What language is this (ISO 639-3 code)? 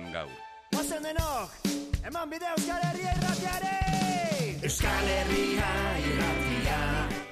eus